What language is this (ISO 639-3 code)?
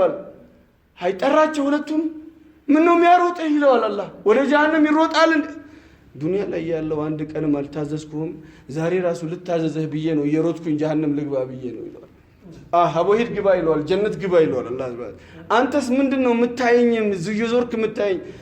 amh